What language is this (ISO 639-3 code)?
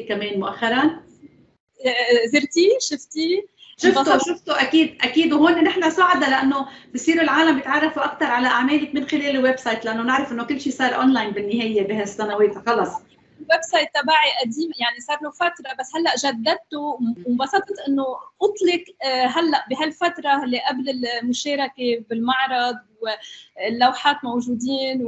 apc